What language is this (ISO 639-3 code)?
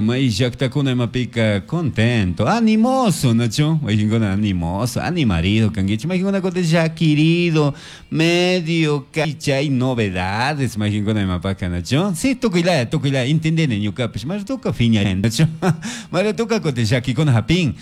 qug